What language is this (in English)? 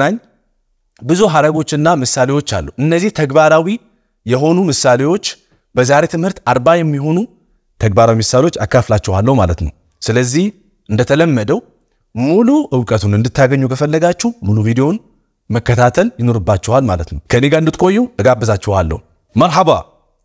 Amharic